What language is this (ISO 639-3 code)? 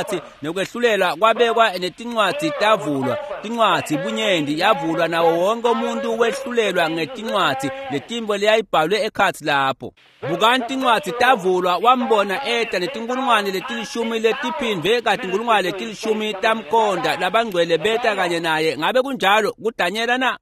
ssw